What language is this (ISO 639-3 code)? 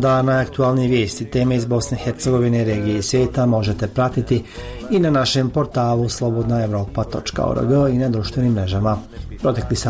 bos